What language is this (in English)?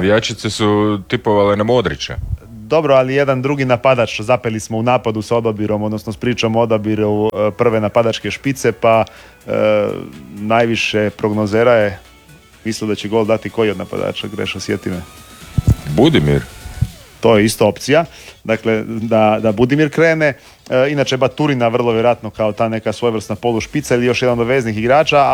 Croatian